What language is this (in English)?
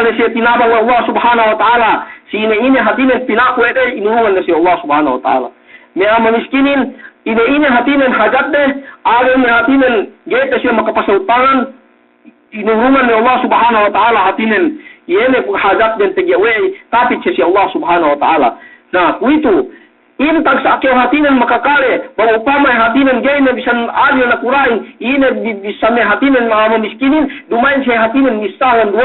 Yakan